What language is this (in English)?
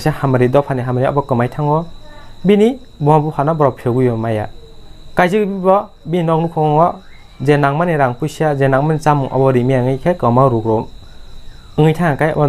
Kok Borok